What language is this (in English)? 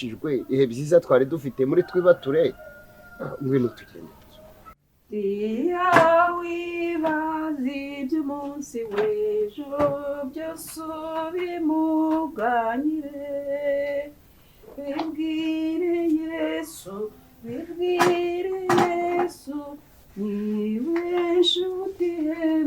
Kinyarwanda